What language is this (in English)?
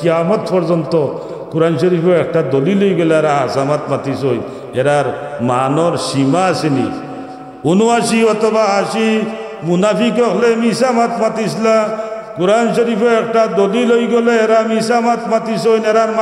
Sylheti